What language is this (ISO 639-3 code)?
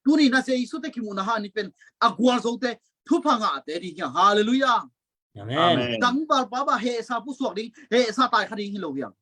ctd